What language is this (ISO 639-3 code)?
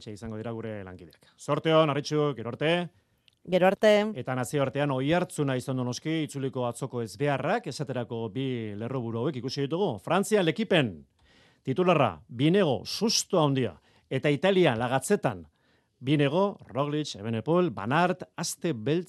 eus